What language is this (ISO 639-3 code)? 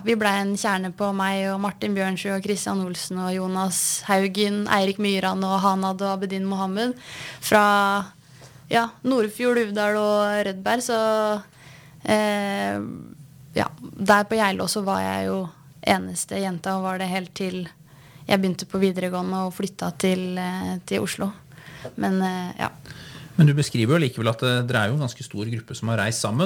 nor